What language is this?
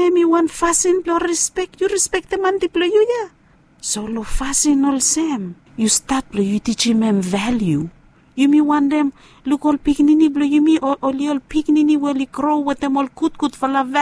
Bislama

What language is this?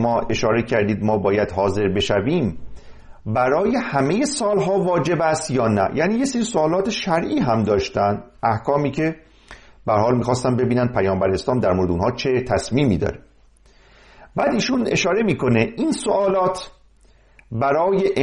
Persian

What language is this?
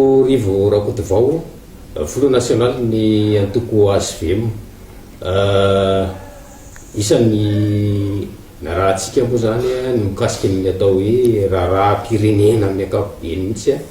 Malagasy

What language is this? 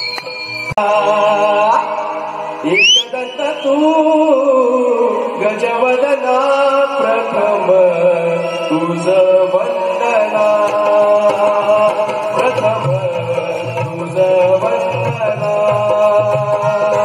Marathi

